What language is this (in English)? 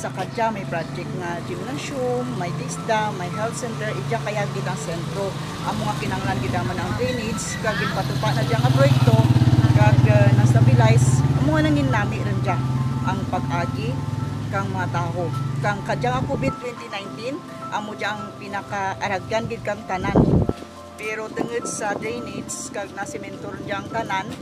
Kinaray-a